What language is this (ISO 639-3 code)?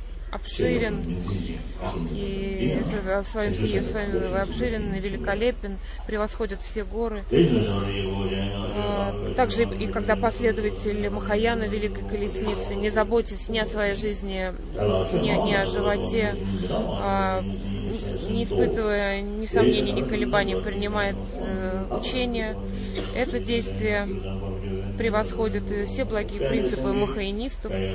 rus